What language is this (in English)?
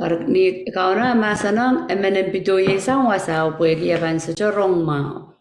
Pohnpeian